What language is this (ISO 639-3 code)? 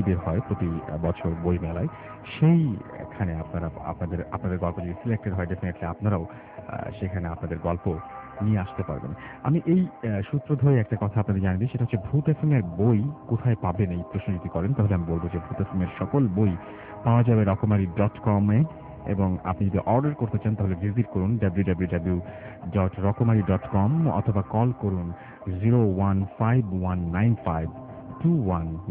ben